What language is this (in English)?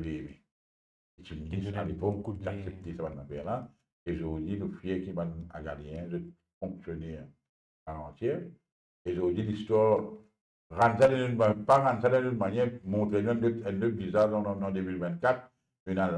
Morisyen